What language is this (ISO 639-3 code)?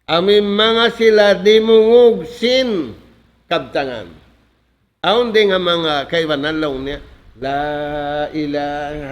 tsg